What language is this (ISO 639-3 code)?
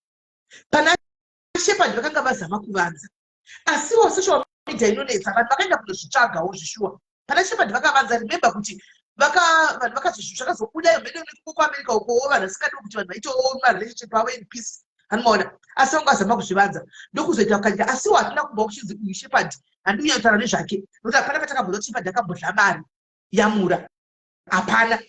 sna